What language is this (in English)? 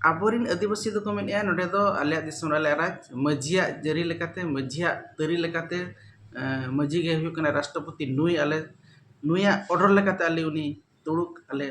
Santali